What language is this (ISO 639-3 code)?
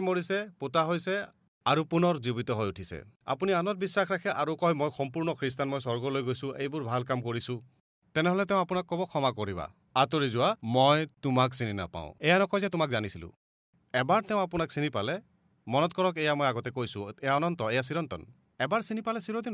asm